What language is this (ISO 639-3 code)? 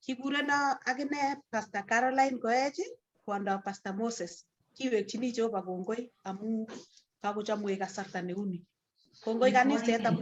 kln